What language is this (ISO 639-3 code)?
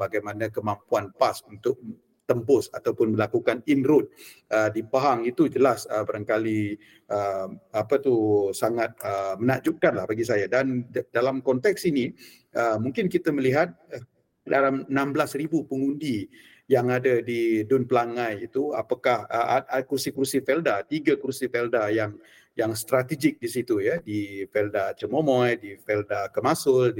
msa